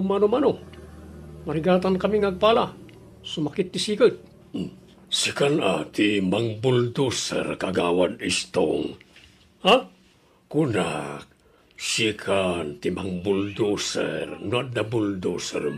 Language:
Iloko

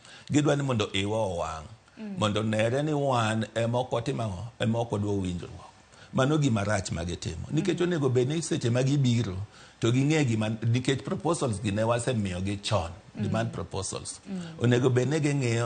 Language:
Luo (Kenya and Tanzania)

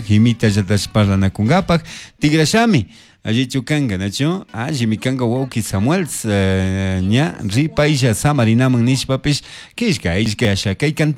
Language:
Chimborazo Highland Quichua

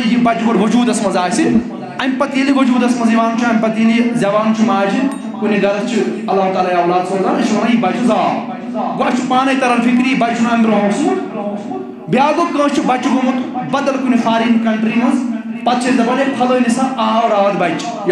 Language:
Kashmiri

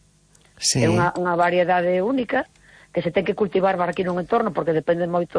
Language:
Galician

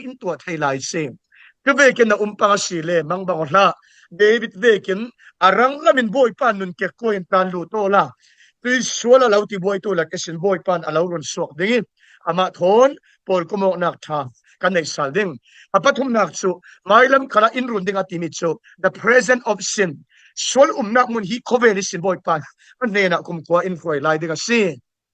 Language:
Falam Chin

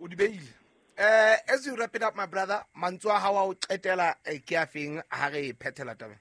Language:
Southern Sotho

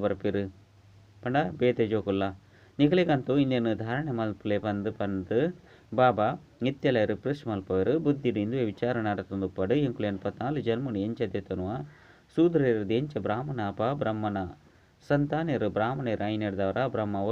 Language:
Tulu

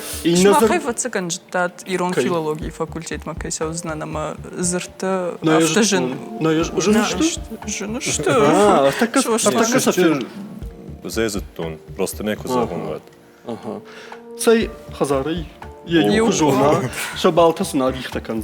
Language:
Ossetic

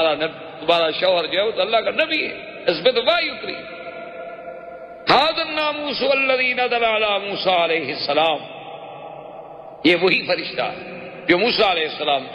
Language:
Urdu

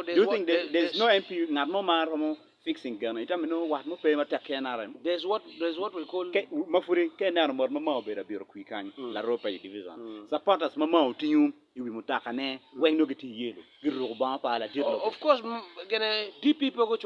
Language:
Acoli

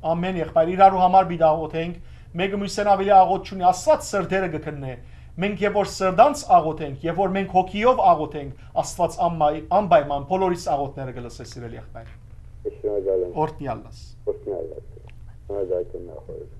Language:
Western Armenian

